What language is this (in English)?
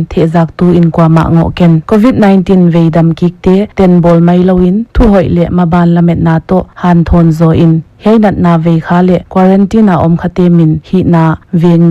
Paite Chin